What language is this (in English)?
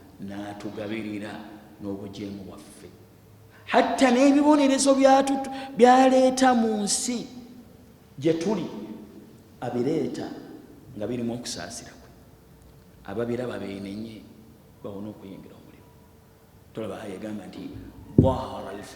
Ganda